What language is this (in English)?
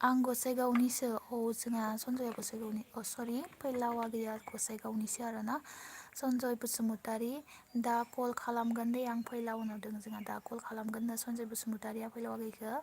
Bodo